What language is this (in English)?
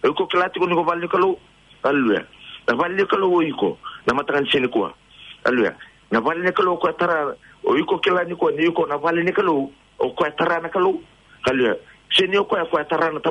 Fijian